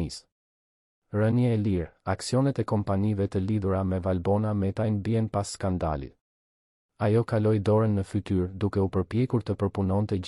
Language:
Albanian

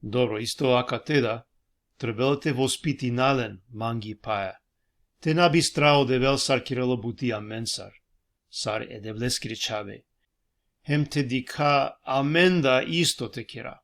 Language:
Balkan Romani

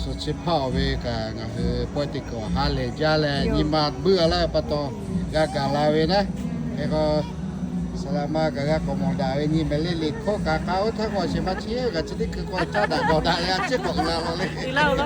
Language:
Lahu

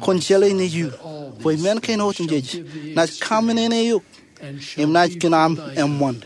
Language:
Marshallese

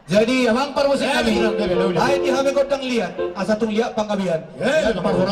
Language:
Batak Toba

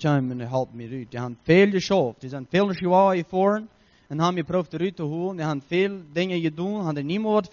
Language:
Plautdietsch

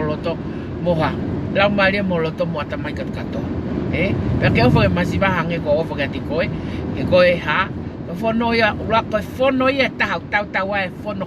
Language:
Tongan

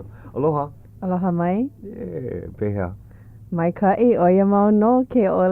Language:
Hawaiian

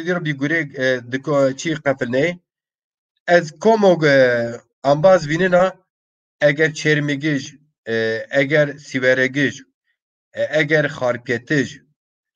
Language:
Zaza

